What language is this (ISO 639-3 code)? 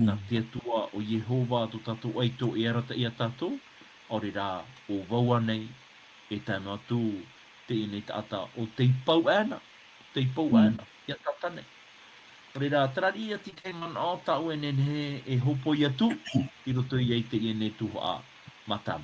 tah